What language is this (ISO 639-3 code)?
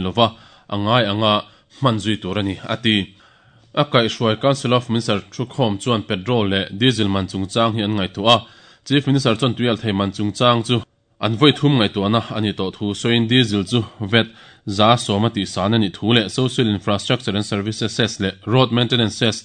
lus